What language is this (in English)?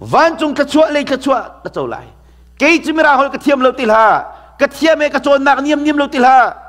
Hakha Chin